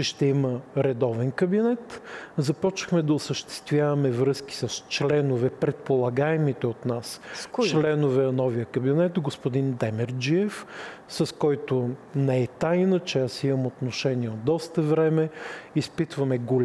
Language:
Bulgarian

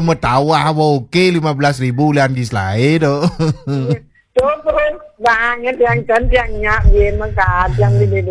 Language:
Balinese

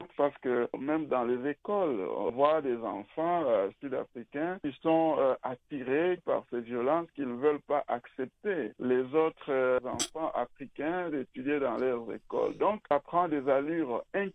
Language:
French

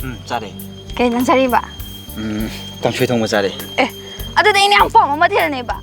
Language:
Manipuri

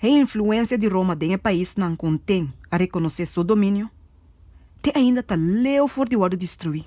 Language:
Papiamento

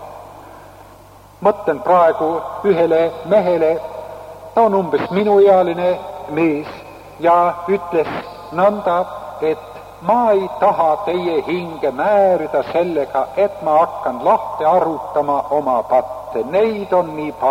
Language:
Estonian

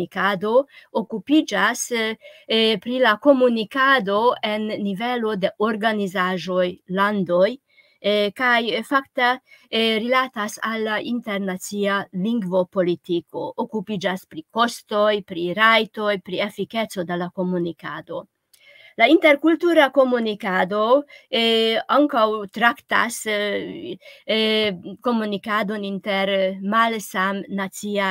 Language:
Esperanto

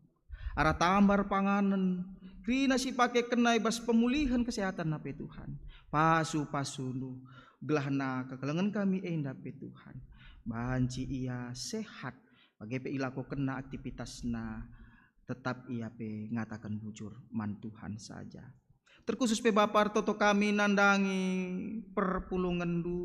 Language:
Batak Karo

